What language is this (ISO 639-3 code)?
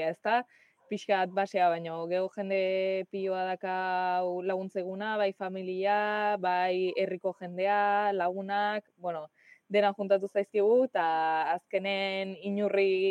eus